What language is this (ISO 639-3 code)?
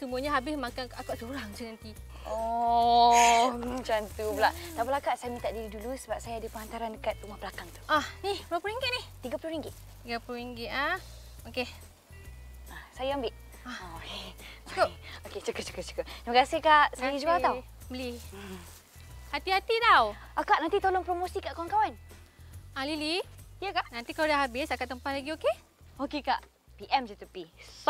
msa